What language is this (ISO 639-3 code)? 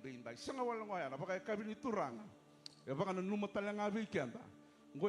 fij